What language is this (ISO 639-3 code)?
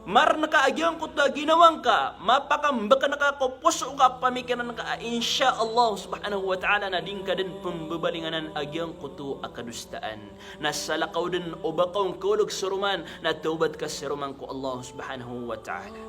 mrw